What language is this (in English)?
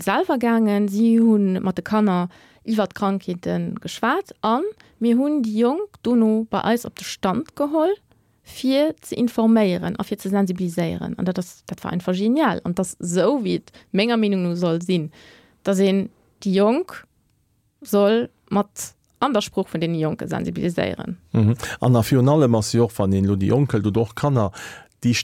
Luxembourgish